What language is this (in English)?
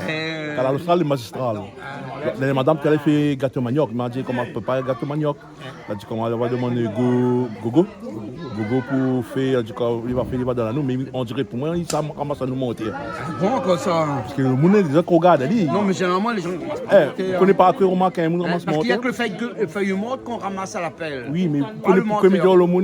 Réunion Creole French